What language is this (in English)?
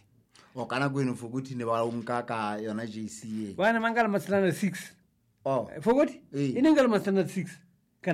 Southern Sotho